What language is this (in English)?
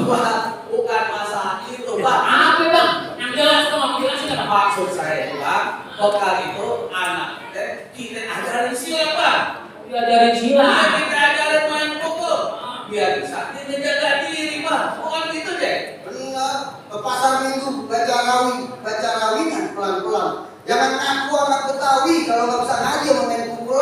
Betawi